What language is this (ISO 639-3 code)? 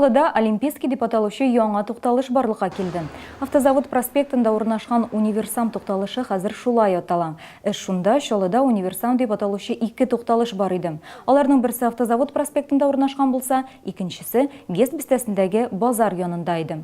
tat